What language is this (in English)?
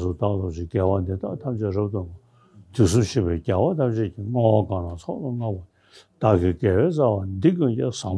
Tibetan